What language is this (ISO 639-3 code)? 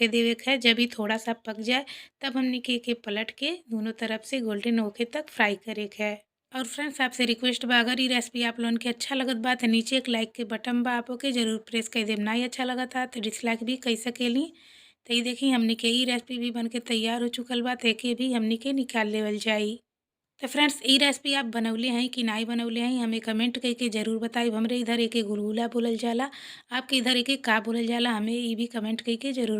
bho